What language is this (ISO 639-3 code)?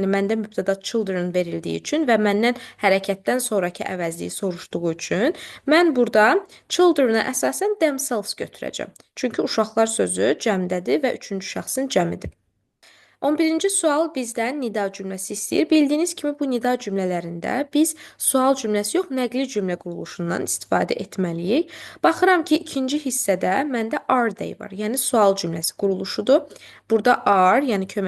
aze